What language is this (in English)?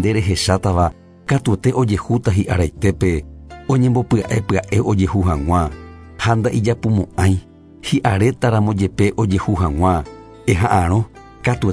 Guarani